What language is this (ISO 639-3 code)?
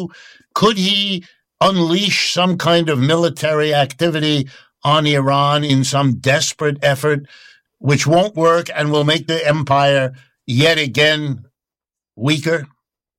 eng